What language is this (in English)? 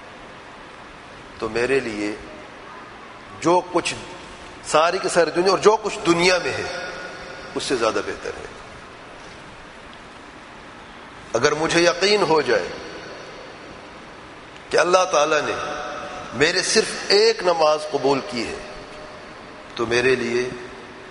Urdu